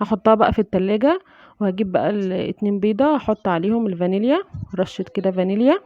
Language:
Egyptian Arabic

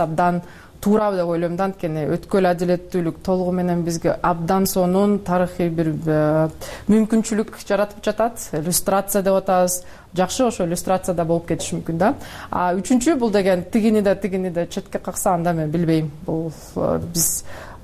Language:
Kyrgyz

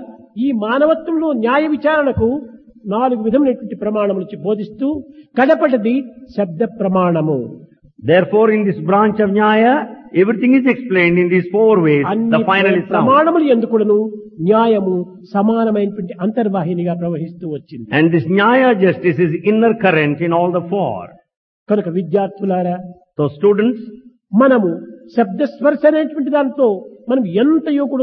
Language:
Telugu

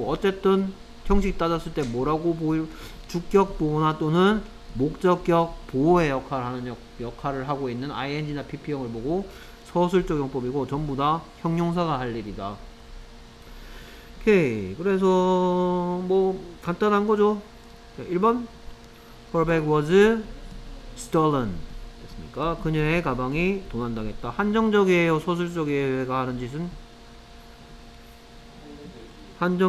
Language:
Korean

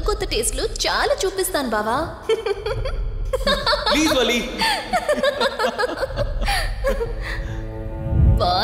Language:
Telugu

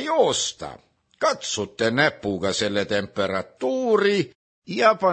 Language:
Estonian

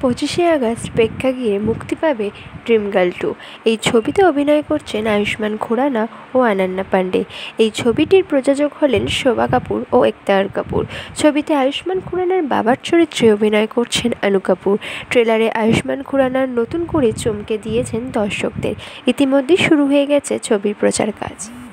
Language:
Bangla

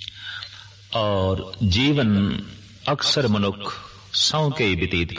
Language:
Punjabi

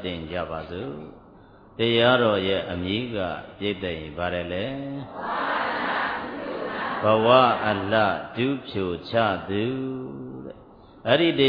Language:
Burmese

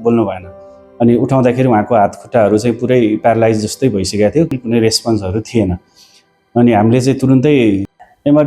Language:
Nepali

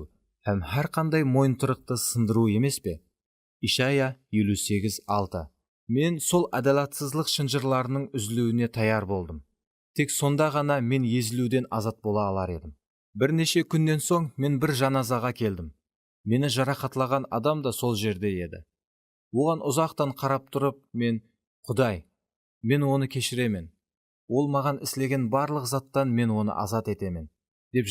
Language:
Kara-Kalpak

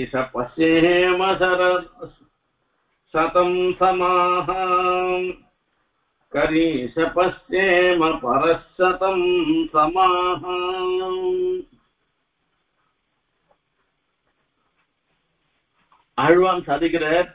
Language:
Tamil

